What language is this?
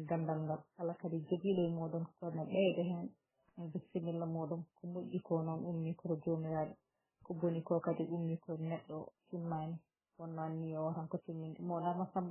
Fula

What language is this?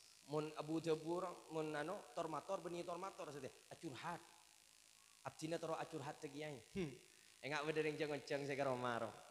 Madurese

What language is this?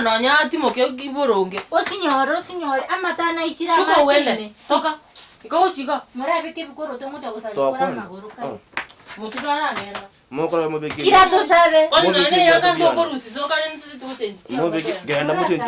Gusii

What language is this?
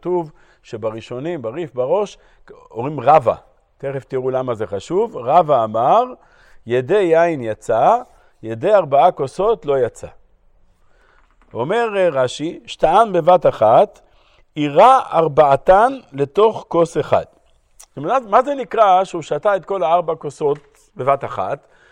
Hebrew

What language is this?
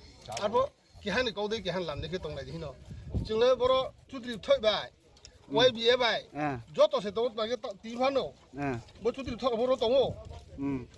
Riang (India)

